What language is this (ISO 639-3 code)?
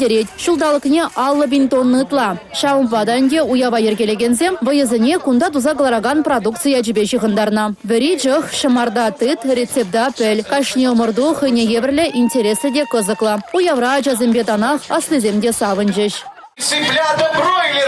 chv